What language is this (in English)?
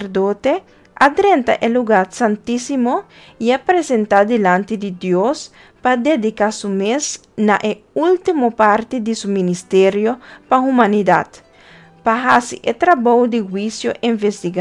Papiamento